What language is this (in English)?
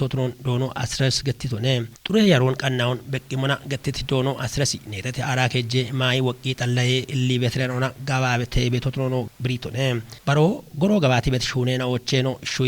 Kafa